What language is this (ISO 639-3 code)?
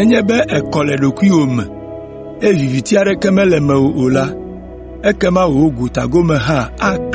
ewe